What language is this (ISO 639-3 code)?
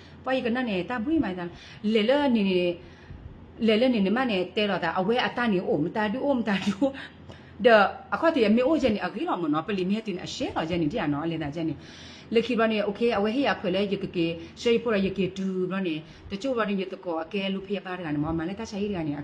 ksw